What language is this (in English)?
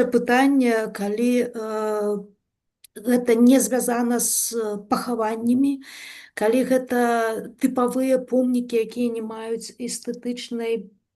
Belarusian